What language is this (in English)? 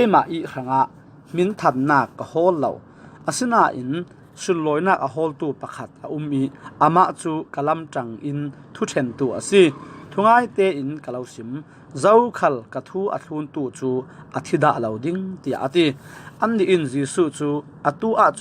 Falam Chin